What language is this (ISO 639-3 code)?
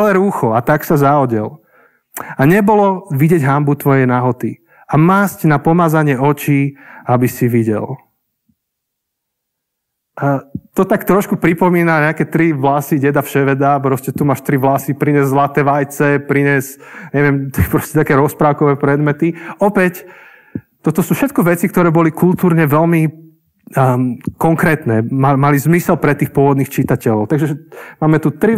slk